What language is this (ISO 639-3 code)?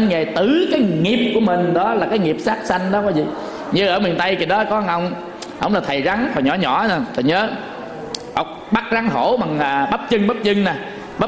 vie